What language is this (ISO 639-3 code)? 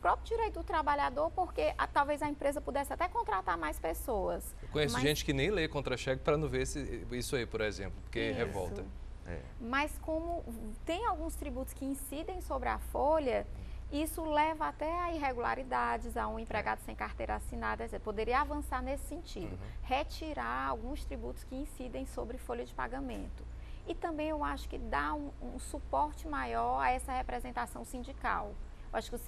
por